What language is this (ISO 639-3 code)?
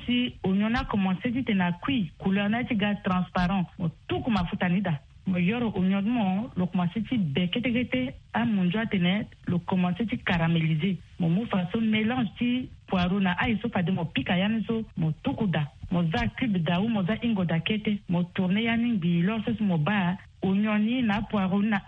sag